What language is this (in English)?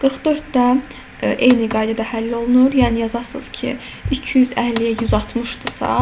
Azerbaijani